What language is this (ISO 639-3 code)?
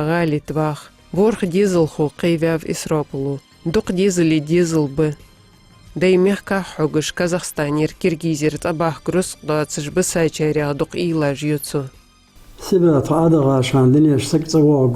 inh